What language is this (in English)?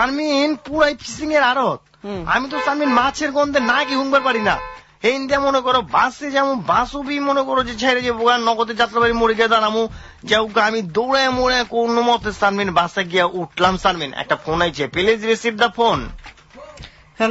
Bangla